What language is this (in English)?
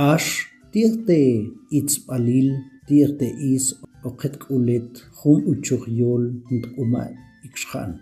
Tektiteko